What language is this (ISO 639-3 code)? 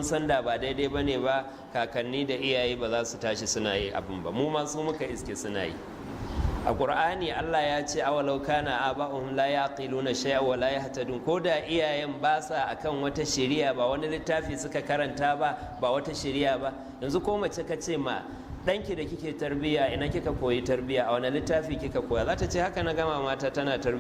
hau